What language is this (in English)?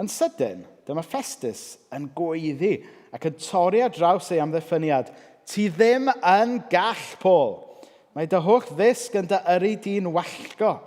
Welsh